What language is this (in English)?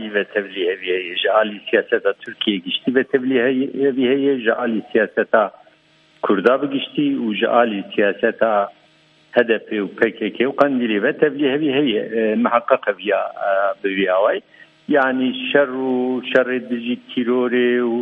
Kurdish